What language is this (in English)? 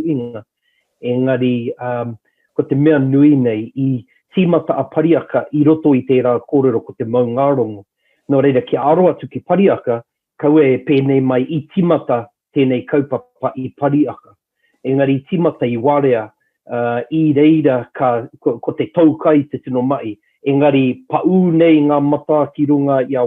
Māori